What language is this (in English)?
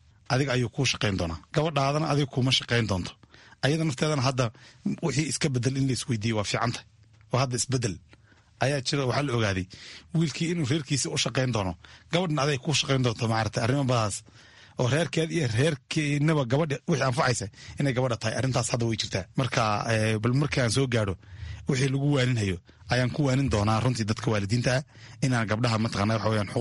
Somali